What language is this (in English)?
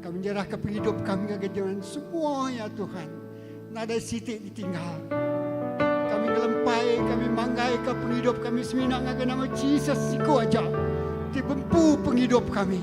Iban